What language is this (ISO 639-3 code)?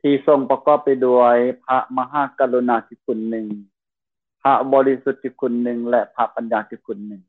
lao